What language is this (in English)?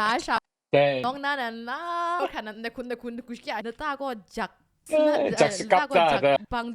Kachin